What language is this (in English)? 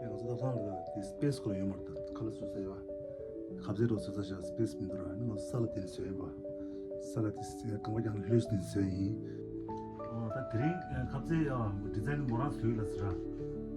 Tibetan